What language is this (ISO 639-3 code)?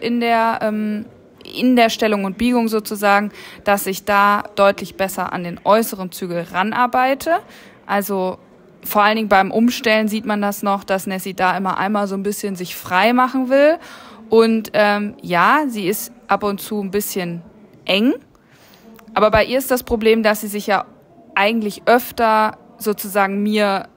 deu